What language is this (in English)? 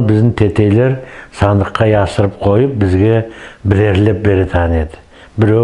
Nogai